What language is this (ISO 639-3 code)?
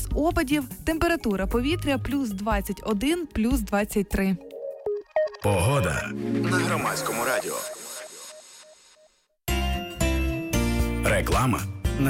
ukr